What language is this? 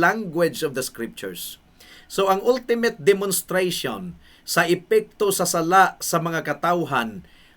Cebuano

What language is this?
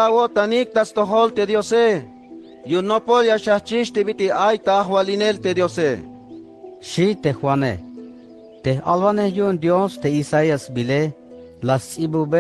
Tzeltal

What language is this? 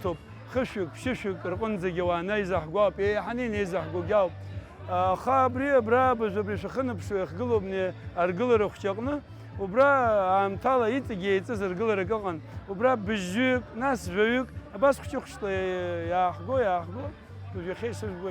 Abkhazian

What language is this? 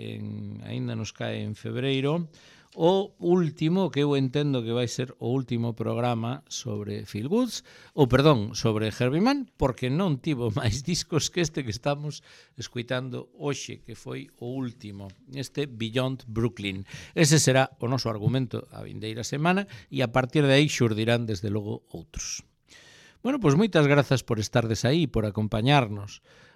Galician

